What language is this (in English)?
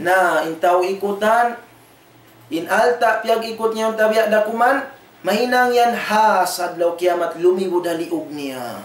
Tausug